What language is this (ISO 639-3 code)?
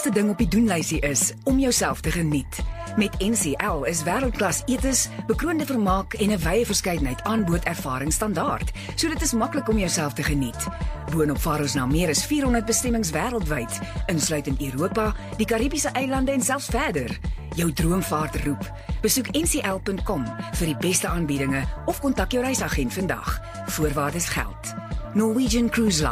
afr